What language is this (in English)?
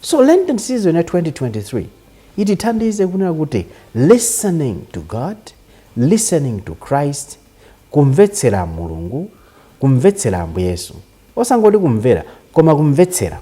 Nyanja